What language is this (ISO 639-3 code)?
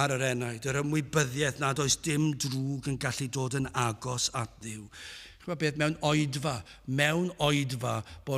cym